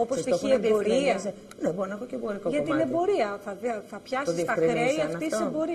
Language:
Greek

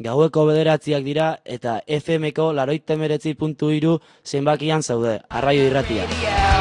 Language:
Basque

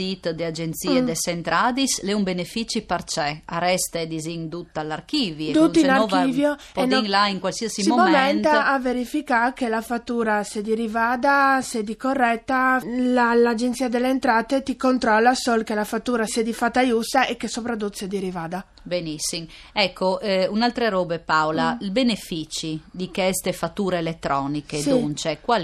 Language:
Friulian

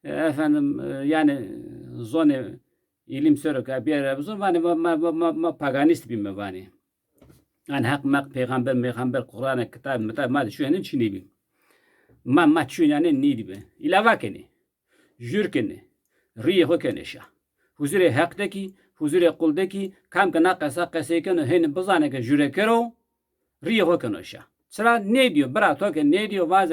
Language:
Zaza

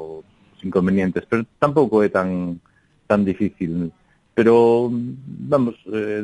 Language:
Galician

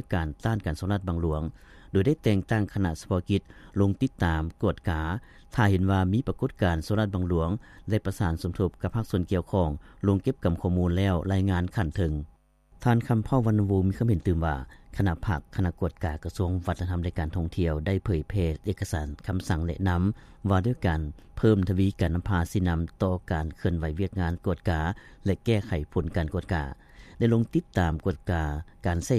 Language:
Lao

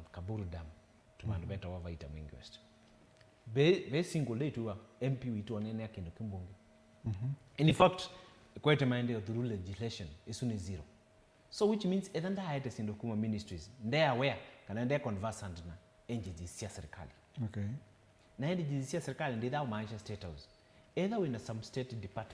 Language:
Kamba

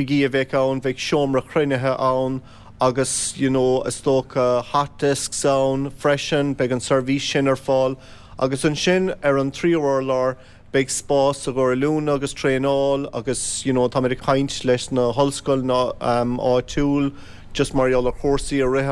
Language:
Irish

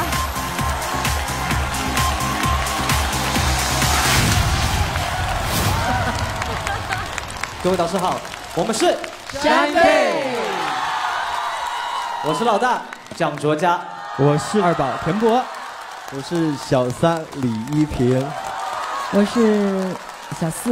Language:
Chinese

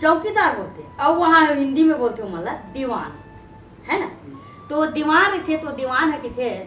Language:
Chhattisgarhi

